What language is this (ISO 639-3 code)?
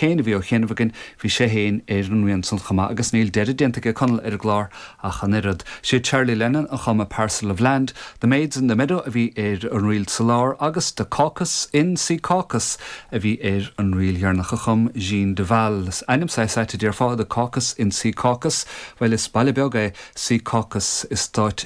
gle